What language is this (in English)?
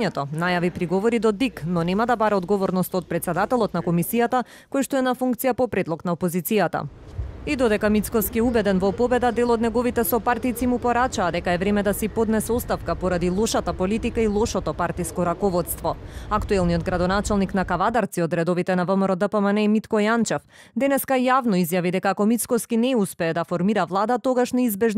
Macedonian